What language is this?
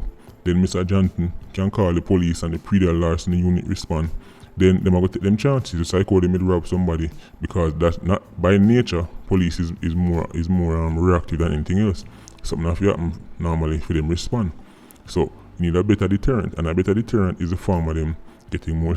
Jamaican Creole English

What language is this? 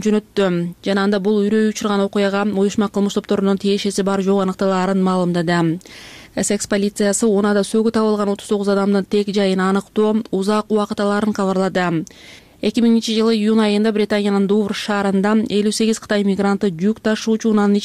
Kyrgyz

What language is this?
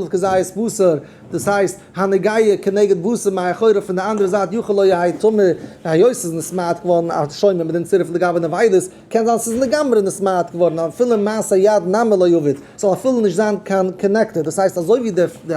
Yiddish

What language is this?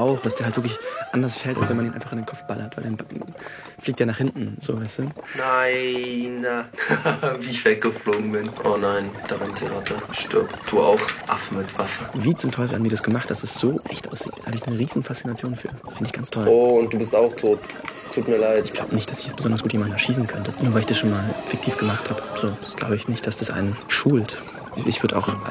German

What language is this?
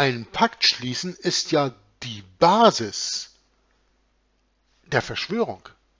German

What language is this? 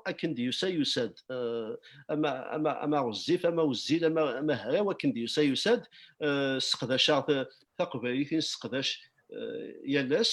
Kabyle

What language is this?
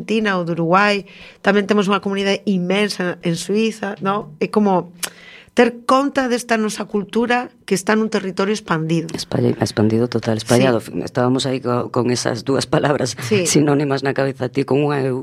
Galician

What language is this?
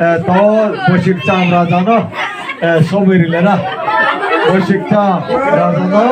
Riang (India)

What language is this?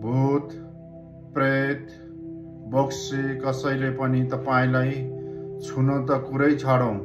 Nepali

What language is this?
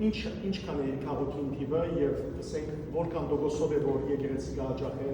Western Armenian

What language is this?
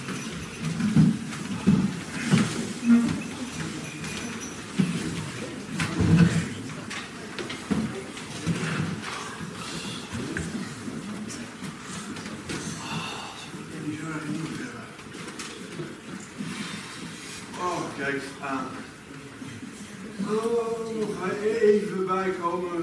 Dutch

